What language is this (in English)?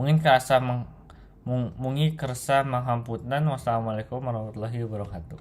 Sundanese